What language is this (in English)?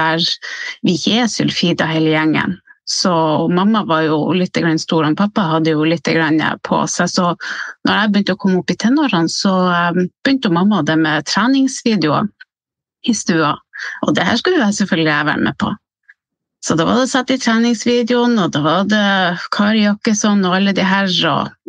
Norwegian